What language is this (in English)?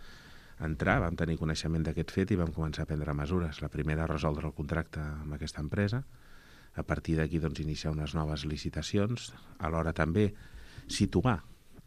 Catalan